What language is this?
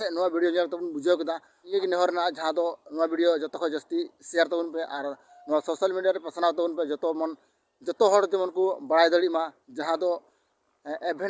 Santali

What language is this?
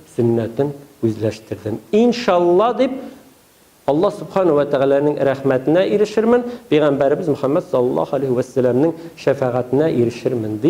Tatar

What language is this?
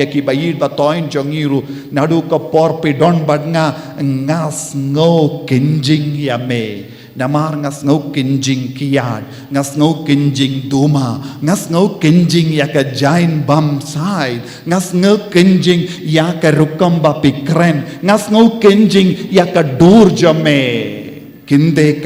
Khasi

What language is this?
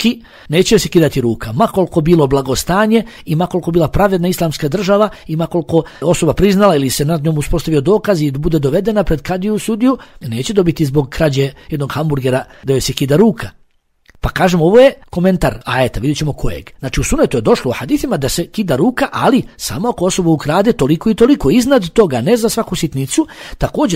Bosnian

